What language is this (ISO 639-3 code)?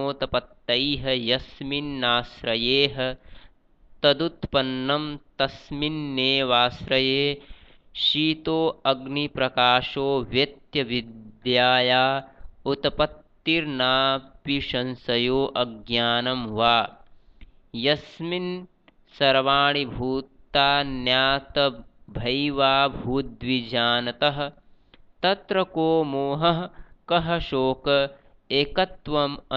san